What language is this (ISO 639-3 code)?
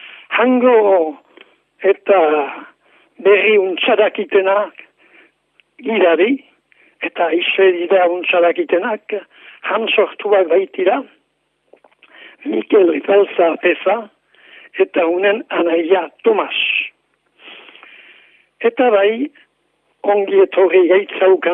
eus